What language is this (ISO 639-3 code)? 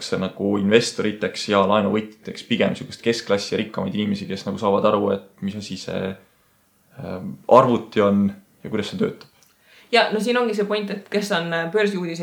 est